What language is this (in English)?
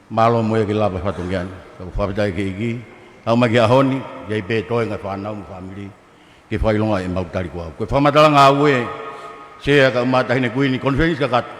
Tongan